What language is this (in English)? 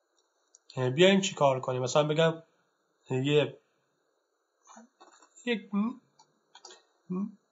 Persian